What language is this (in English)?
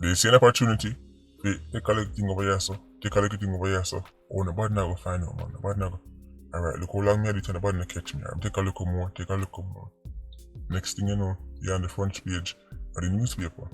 Jamaican Creole English